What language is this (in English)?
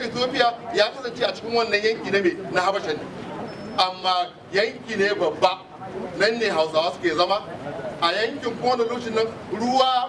Hausa